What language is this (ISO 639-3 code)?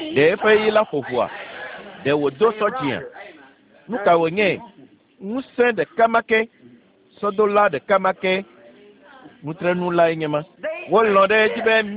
ewe